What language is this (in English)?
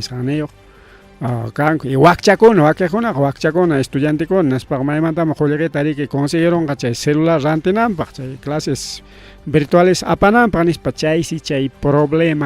Ayacucho Quechua